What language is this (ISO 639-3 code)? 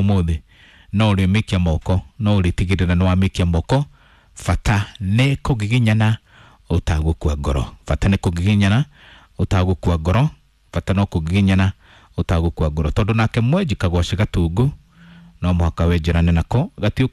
kik